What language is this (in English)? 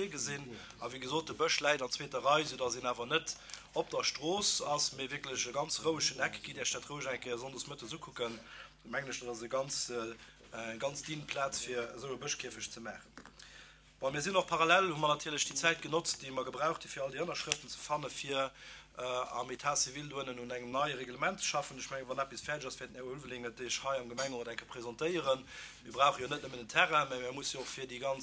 Luxembourgish